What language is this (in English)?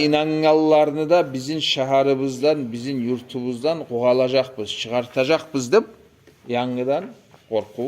Kumyk